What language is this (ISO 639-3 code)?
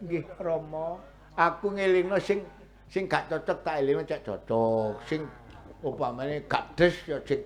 jav